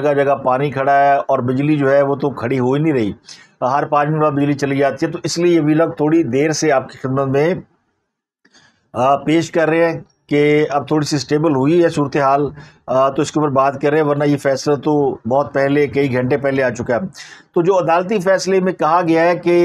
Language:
Urdu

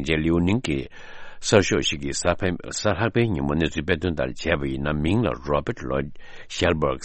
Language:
Tibetan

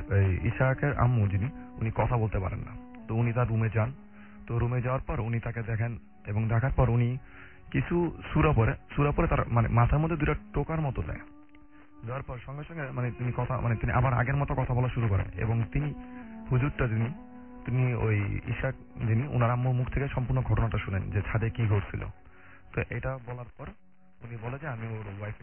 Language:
Bangla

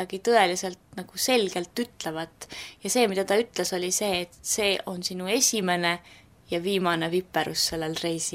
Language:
Estonian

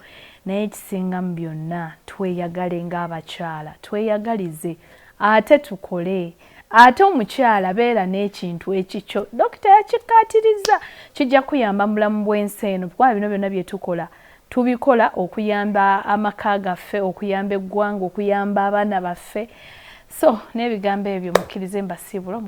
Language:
Ganda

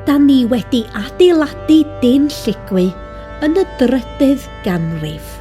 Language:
Welsh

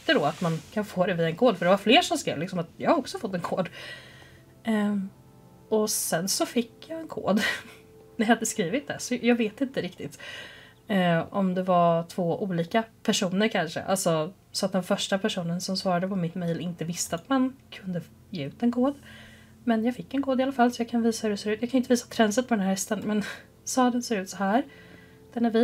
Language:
Swedish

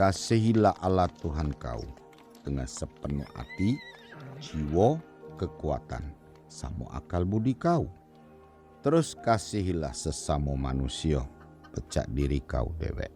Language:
Musi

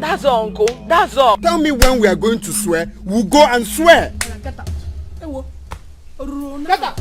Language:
Nigerian Pidgin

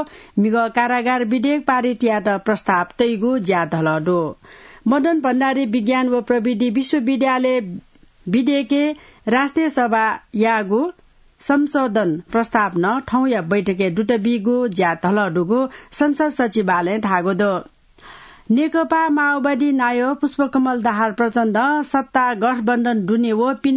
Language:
Newari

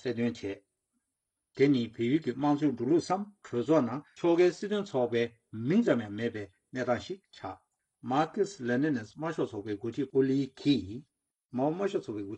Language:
Tibetan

